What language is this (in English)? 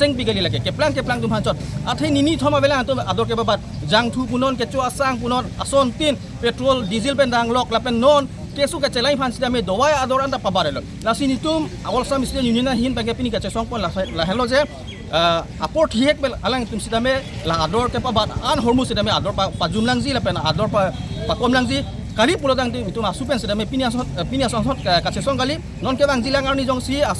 Karbi